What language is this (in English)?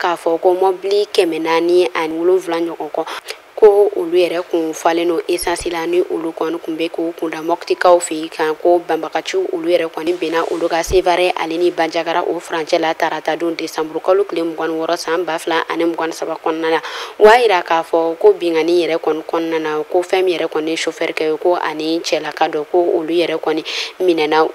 Bambara